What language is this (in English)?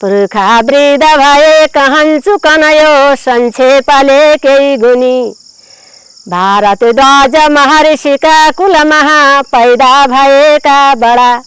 Nepali